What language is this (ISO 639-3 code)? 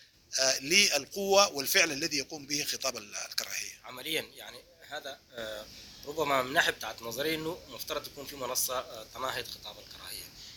apd